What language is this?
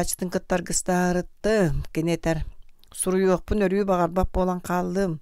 Yakut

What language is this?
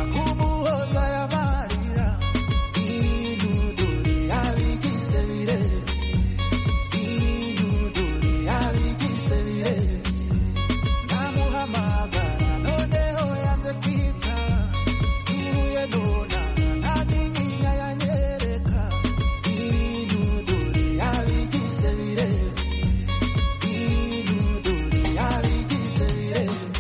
Kinyarwanda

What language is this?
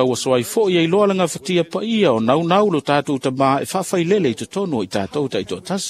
Samoan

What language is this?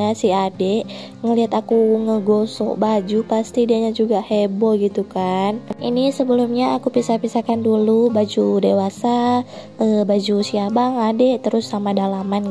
Indonesian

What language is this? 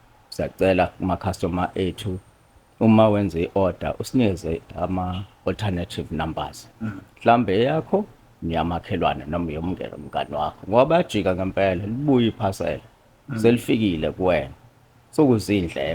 Zulu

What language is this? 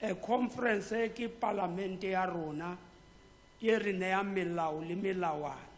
Tswana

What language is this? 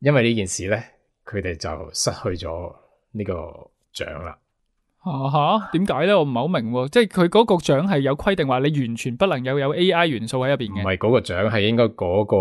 Cantonese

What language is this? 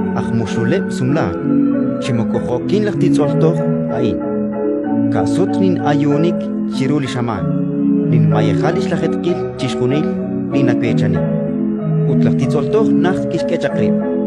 Kekchí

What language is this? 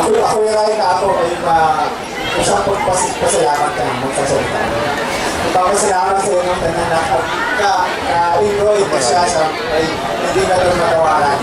Bantoanon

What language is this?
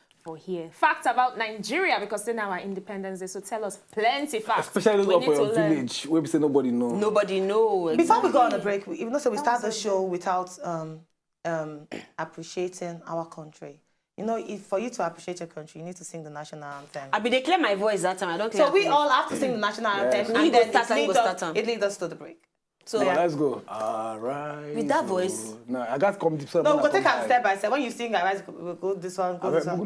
Nigerian Pidgin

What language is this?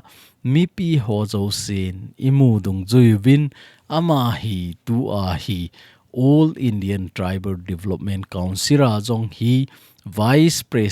Thado Chin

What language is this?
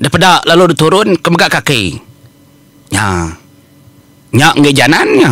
Iban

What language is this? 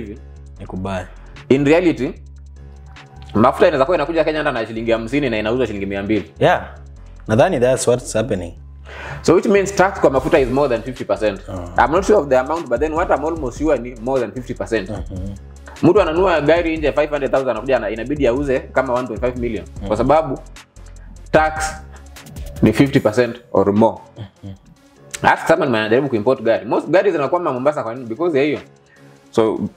Swahili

